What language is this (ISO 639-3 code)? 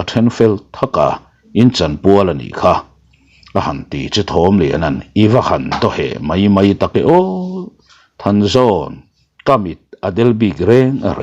lus